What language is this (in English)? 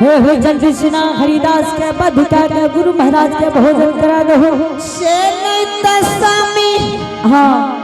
Angika